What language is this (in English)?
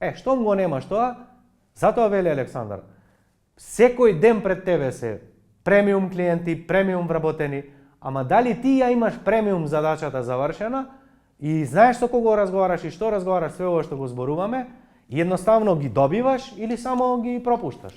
Macedonian